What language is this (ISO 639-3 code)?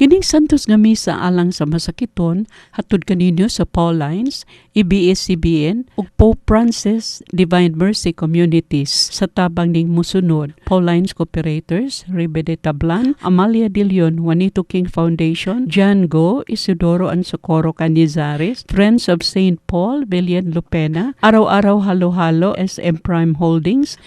ceb